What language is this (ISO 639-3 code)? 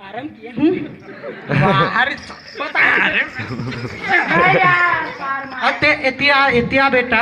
hne